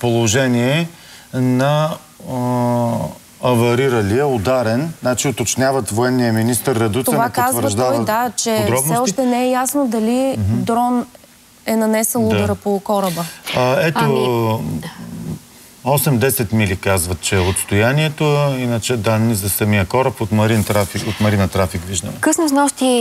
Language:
Bulgarian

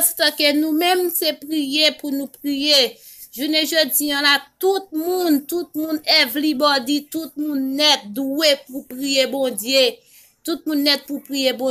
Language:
Haitian Creole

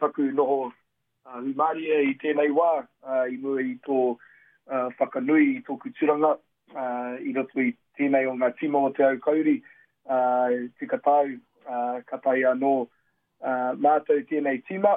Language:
Māori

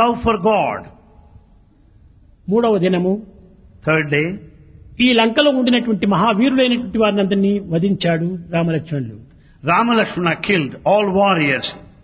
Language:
Telugu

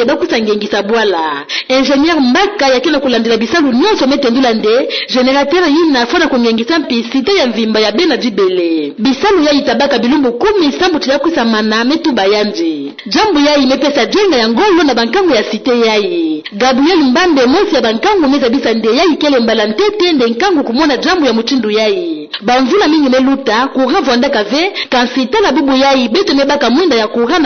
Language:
Kituba (Democratic Republic of Congo)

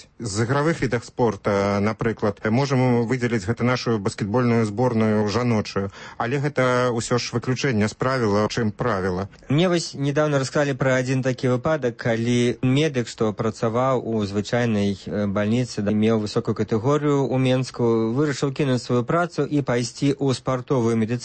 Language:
Belarusian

